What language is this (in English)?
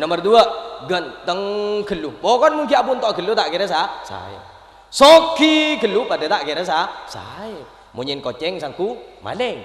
Madurese